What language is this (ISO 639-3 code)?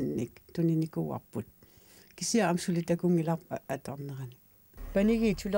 kal